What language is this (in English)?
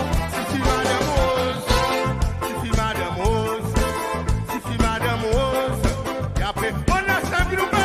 Seselwa Creole French